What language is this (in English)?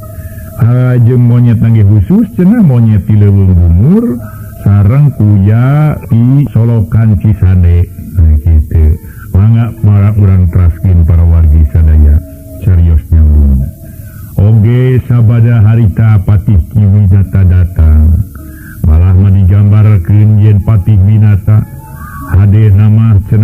Sundanese